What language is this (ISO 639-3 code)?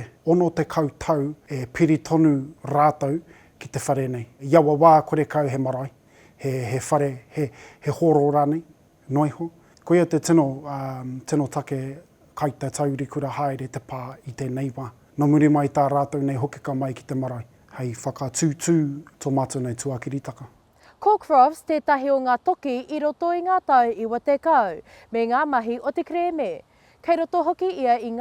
mri